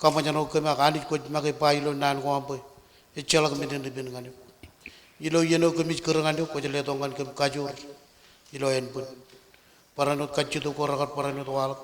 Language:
Marshallese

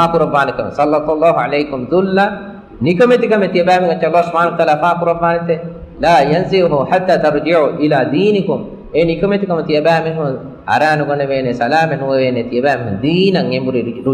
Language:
Divehi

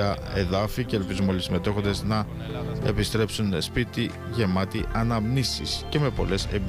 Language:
Greek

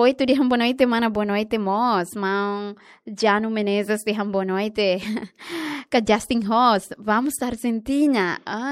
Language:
Tetum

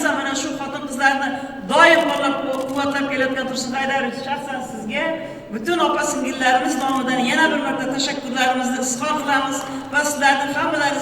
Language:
Kara-Kalpak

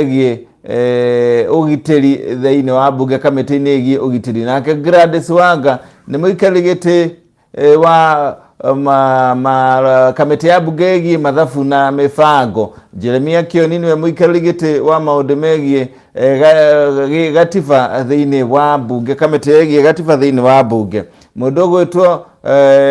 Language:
Kikuyu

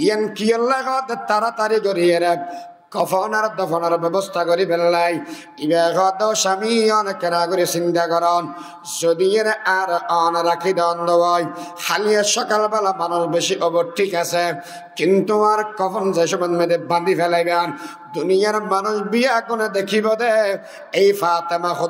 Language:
Rohingya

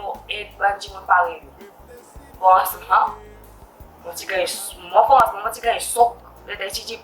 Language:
Seselwa Creole French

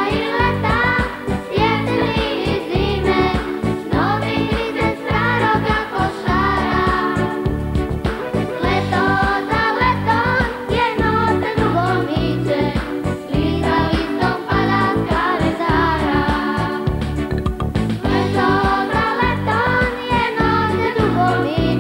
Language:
Croatian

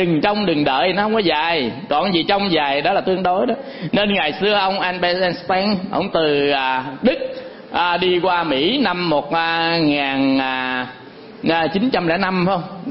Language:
Vietnamese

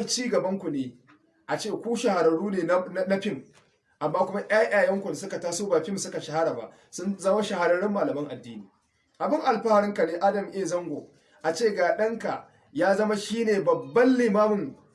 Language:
Hausa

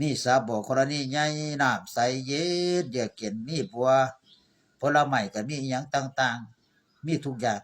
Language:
Northeastern Thai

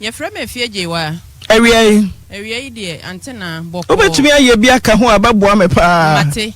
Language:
Akan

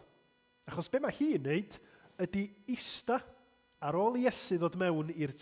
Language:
Welsh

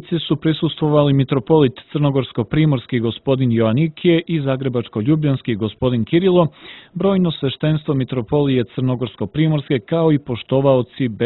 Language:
Serbian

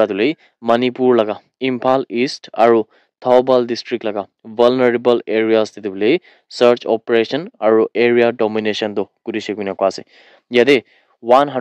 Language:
Naga Pidgin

